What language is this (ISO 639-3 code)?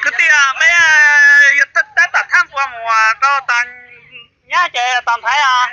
hmn